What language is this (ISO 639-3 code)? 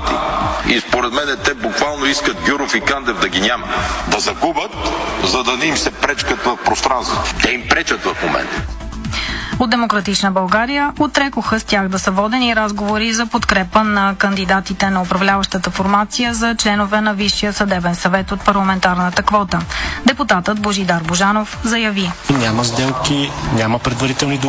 bul